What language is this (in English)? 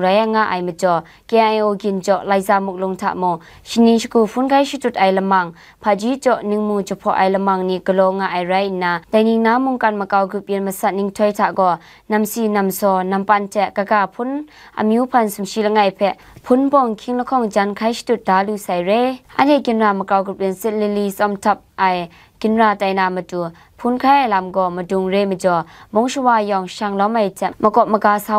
Kachin